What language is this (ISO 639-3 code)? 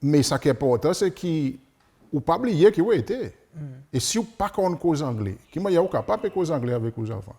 crs